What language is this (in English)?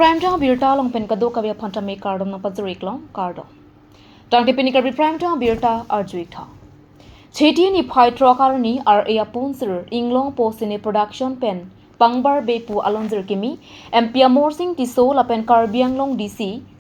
Karbi